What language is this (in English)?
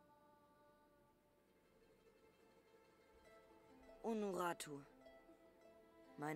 German